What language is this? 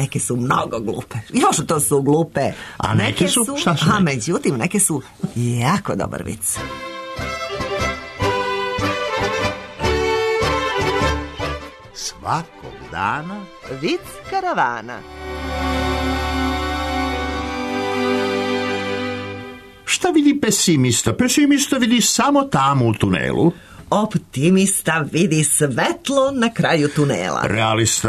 Serbian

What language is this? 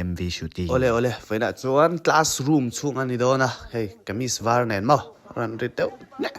Mizo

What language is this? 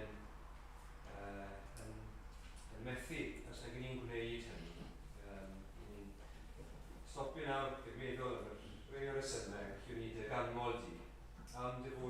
Welsh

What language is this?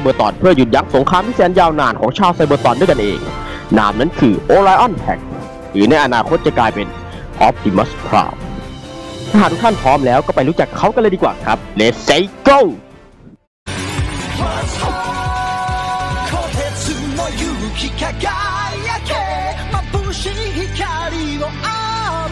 Thai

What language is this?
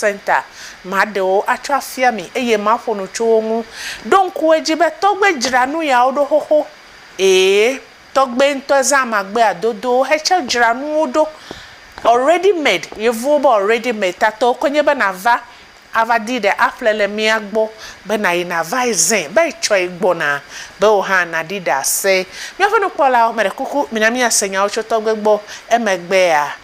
Ewe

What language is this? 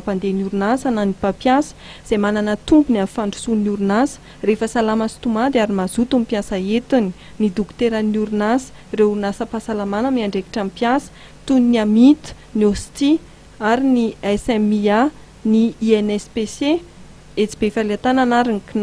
Malagasy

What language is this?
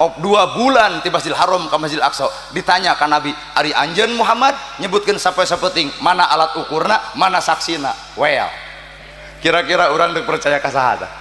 Sundanese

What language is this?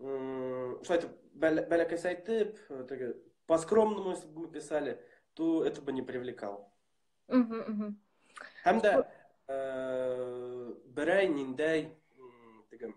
Bashkir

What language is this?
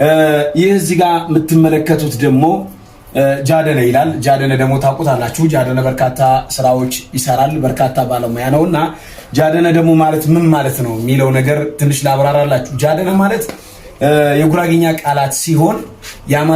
Amharic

